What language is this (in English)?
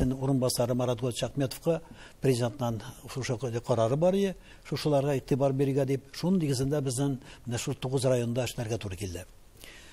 Tatar